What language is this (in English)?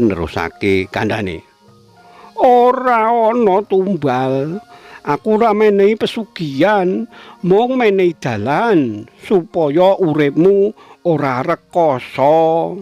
Javanese